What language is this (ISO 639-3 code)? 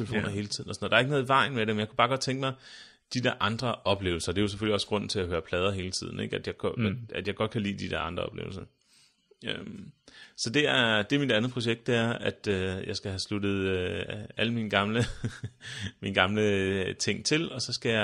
dan